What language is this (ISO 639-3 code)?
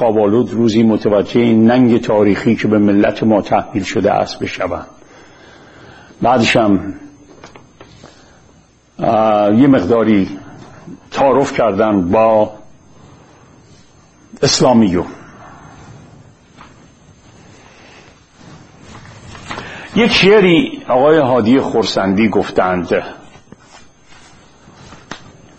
fas